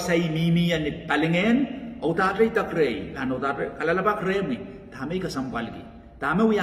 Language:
Pohnpeian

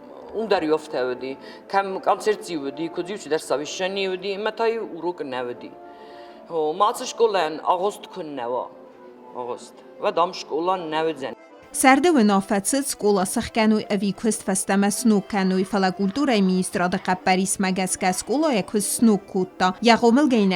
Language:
Ossetic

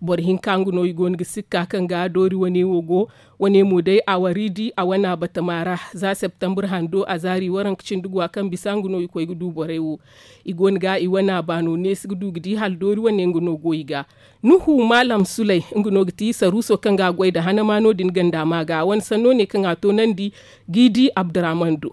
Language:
Zarma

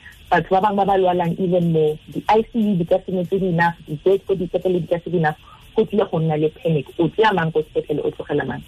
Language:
Tswana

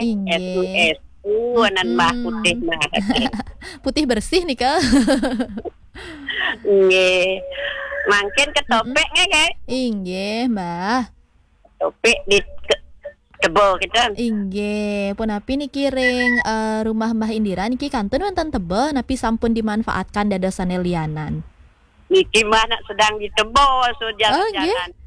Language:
Balinese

